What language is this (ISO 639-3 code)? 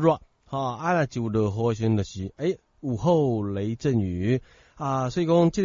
nan